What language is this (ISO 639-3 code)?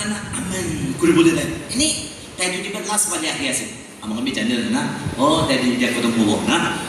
nag